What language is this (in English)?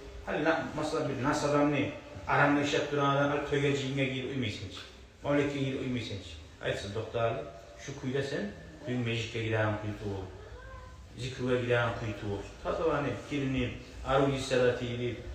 Kumyk